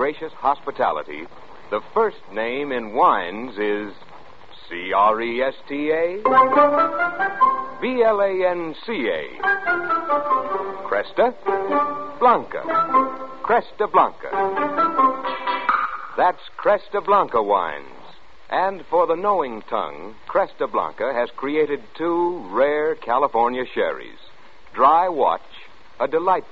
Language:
English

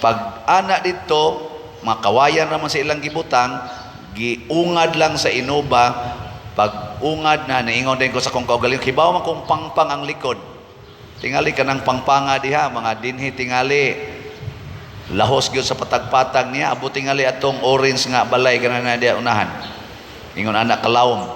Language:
Cebuano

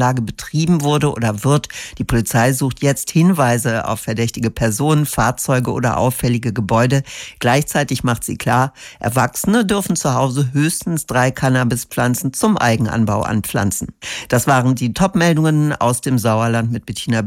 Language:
German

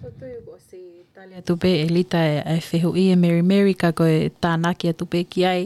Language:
Tongan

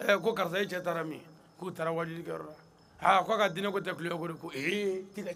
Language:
Bambara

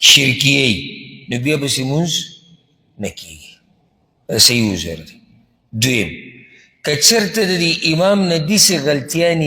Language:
Pashto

